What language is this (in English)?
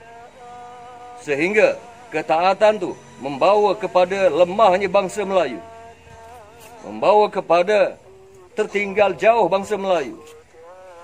Malay